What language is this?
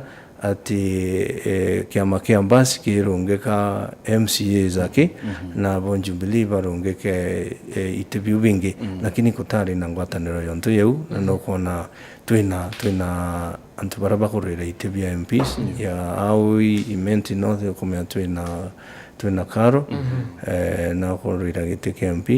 Meru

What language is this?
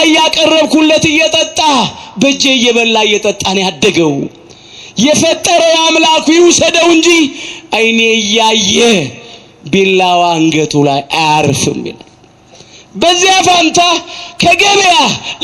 Amharic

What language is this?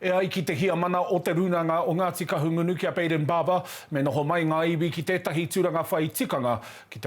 Māori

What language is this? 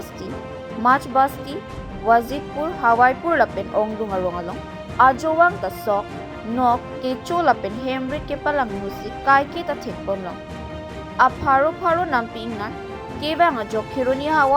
Karbi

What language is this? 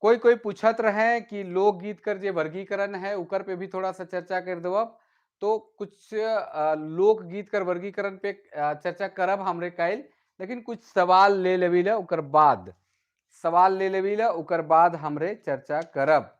Sadri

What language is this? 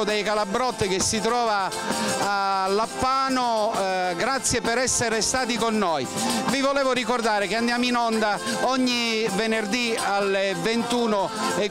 Italian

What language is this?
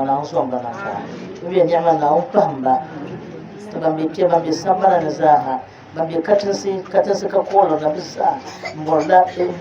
Dagbani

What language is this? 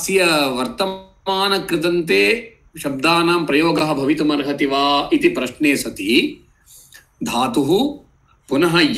Sanskrit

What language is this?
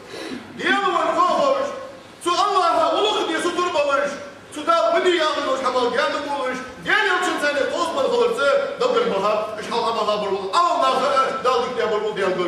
Ingush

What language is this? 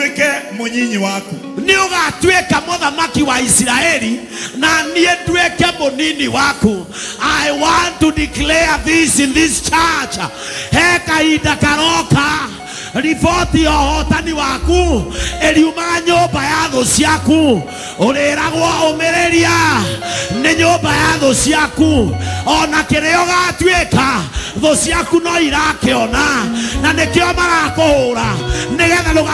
Kikuyu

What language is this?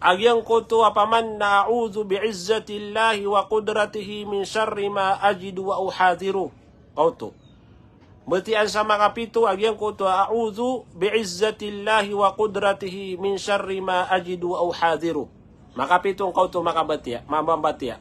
Maranao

